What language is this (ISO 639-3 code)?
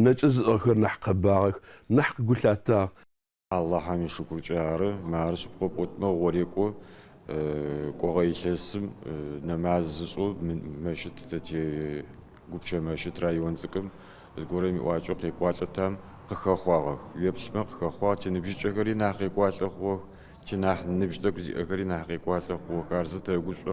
ady